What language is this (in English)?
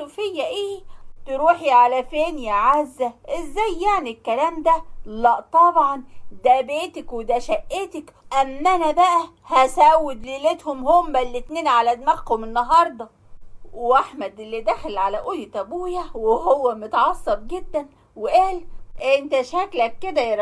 Egyptian Arabic